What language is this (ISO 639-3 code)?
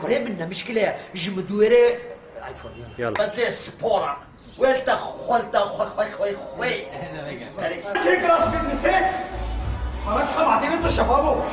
kur